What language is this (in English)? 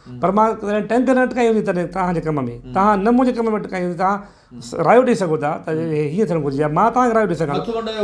Sindhi